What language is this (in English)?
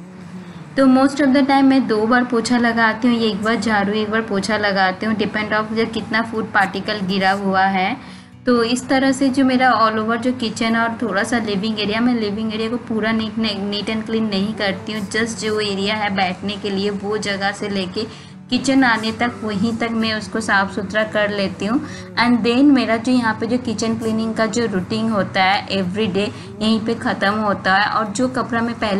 Hindi